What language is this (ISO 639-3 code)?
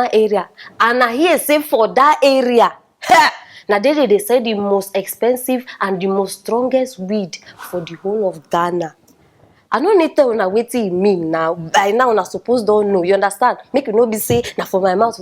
pcm